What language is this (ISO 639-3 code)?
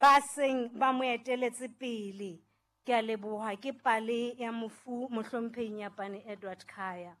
sot